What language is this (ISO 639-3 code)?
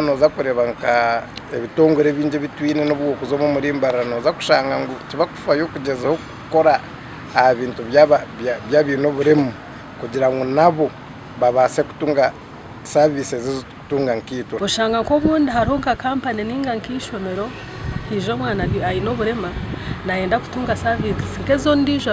nyn